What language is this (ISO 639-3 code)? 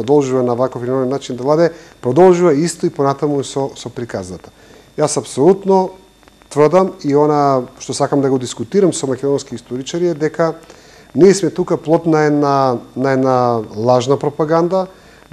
mkd